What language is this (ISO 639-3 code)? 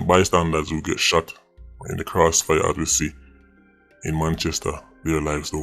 jam